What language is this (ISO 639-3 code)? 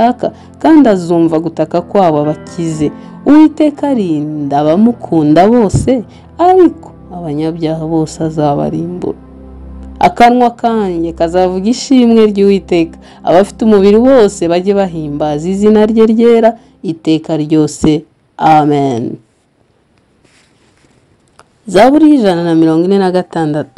kin